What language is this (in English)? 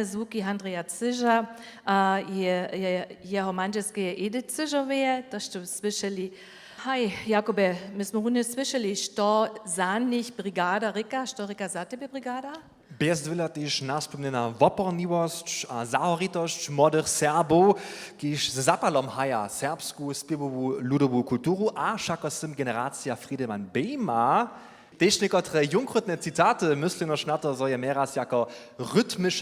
Upper Sorbian